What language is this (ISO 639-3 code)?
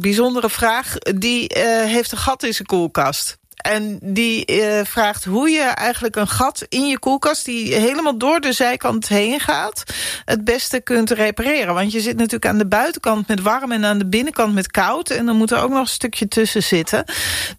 nld